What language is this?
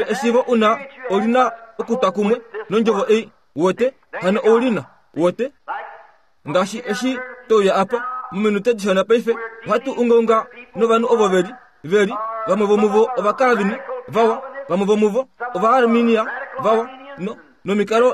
Kuanyama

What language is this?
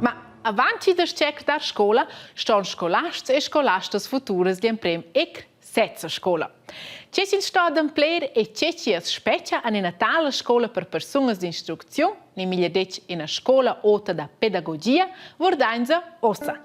Romansh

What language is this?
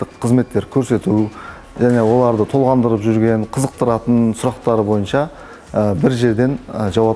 Kazakh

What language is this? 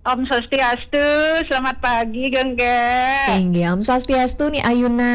Balinese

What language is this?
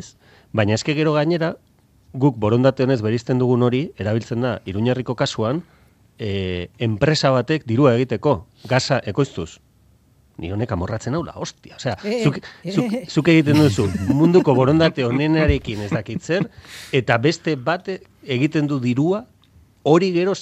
Basque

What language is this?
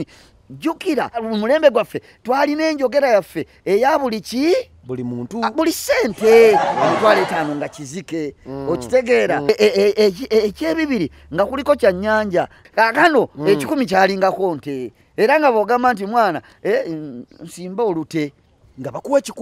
Ganda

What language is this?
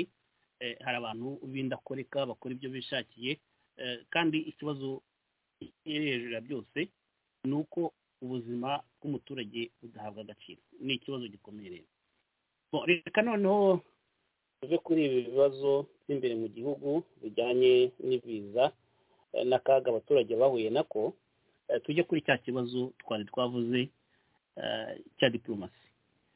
Kinyarwanda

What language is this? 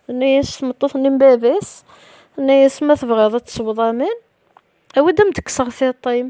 Kabyle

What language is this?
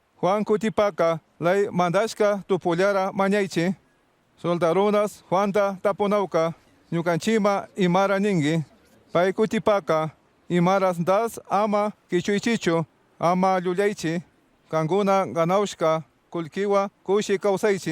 Chimborazo Highland Quichua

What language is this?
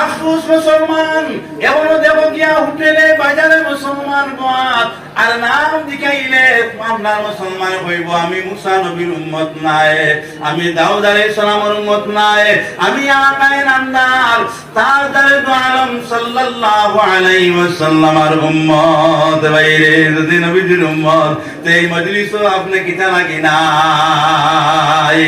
Sylheti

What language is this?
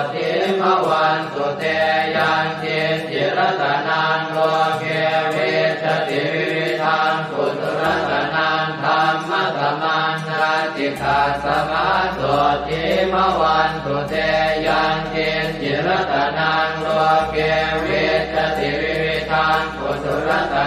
Pali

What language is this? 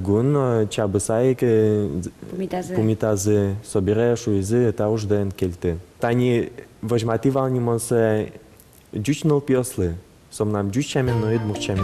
Udmurt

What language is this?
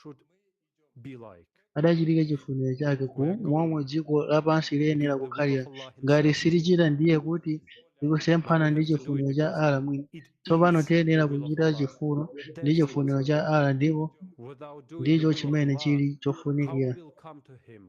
Nyanja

